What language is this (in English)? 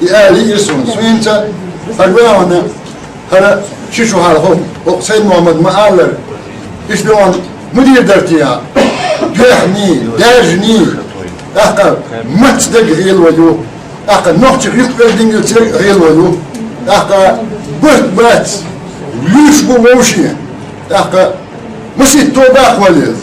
Chechen